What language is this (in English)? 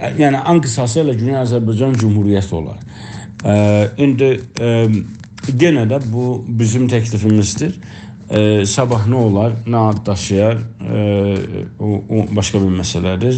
South Azerbaijani